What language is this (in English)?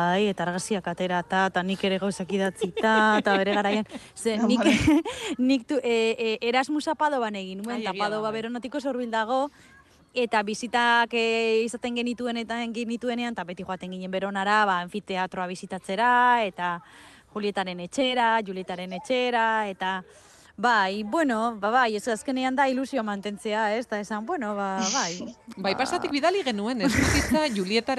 Basque